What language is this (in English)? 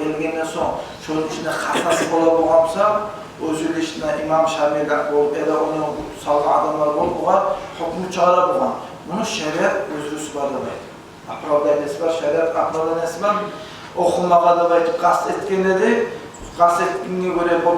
Kumyk